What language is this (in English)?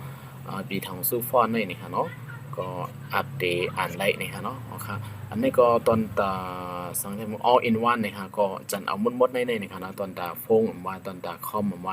Shan